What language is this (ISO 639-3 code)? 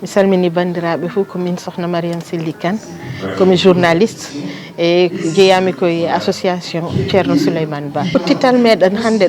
ful